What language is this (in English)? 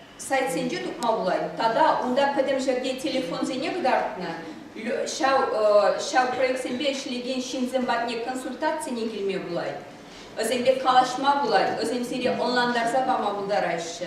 Chuvash